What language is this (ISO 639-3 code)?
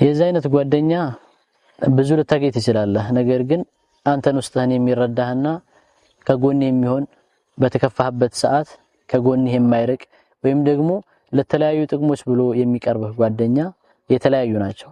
amh